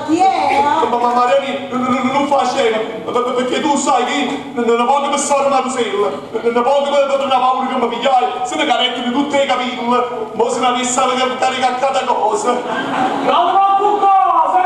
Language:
Neapolitan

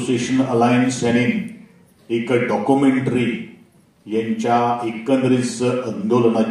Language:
Konkani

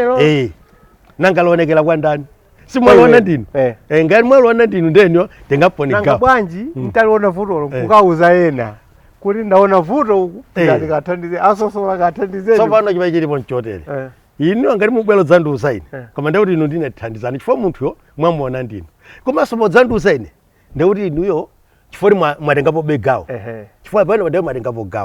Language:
Nyanja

